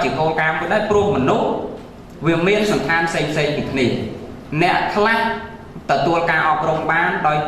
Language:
Khmer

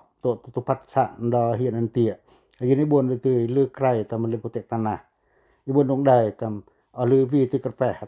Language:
Pacoh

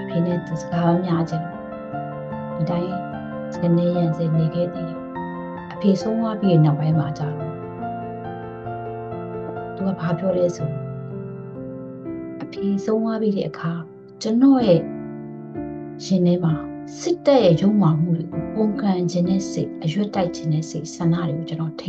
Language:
Burmese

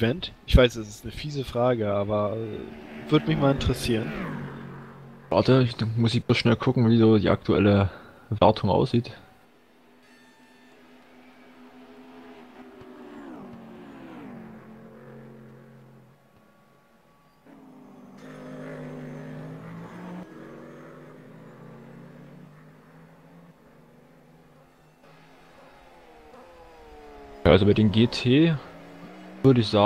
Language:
German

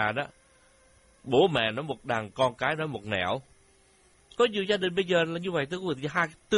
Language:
Vietnamese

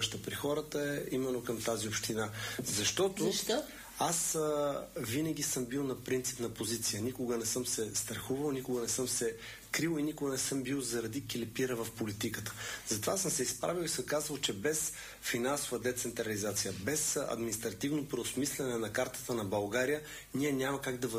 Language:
Bulgarian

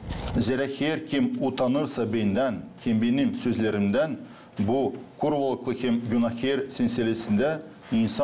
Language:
Gagauz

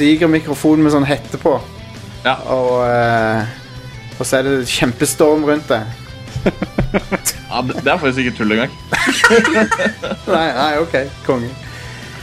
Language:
Norwegian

